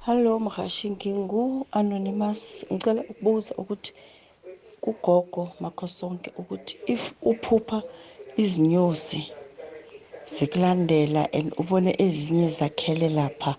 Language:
South Ndebele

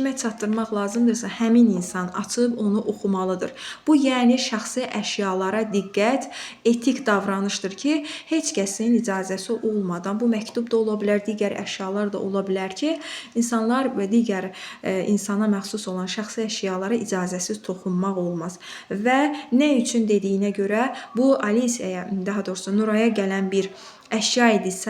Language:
Azerbaijani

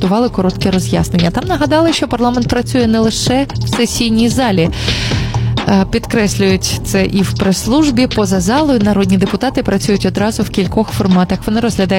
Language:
Ukrainian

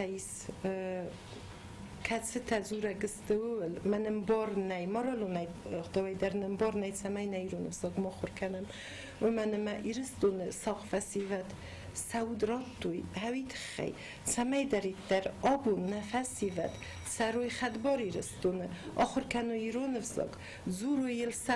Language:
Ossetic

